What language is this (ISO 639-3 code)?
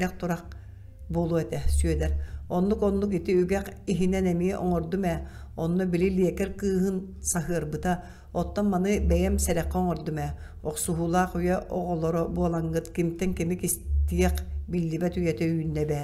sah